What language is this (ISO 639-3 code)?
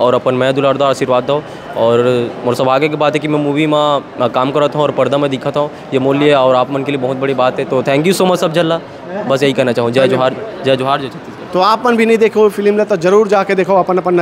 hne